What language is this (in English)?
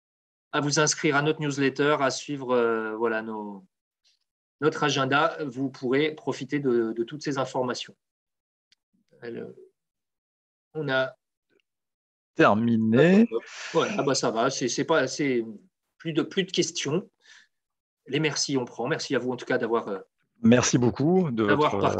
French